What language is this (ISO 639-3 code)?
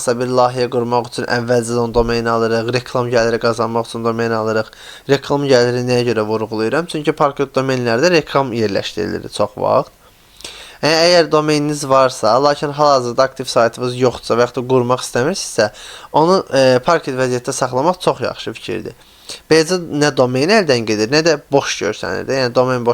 aze